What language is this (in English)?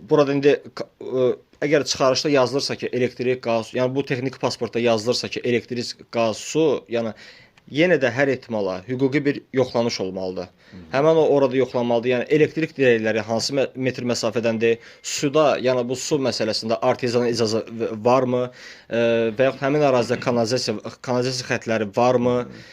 Azerbaijani